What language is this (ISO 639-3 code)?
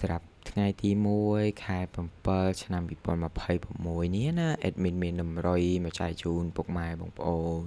khm